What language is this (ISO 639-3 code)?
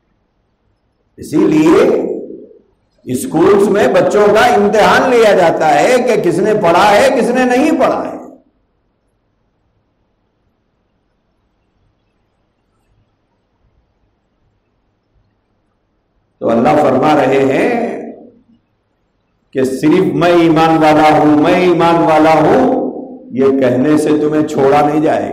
urd